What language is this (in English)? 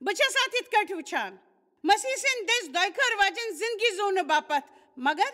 Kashmiri